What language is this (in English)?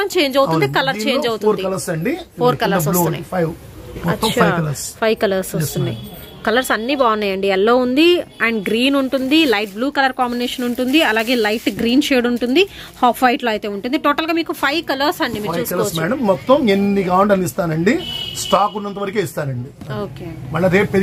Telugu